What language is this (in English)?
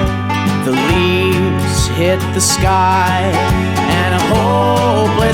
Minangkabau